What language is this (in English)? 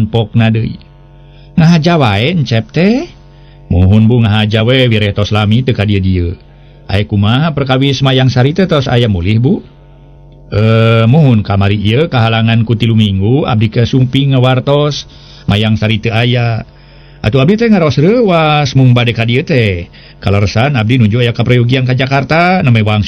Sundanese